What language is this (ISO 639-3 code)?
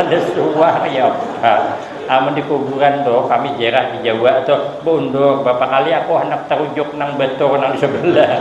bjn